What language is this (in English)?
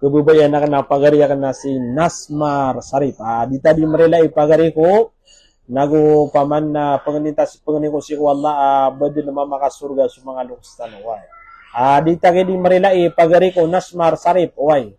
Maranao